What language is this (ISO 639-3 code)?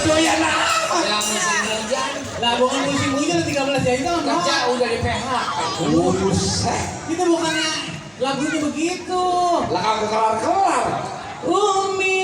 bew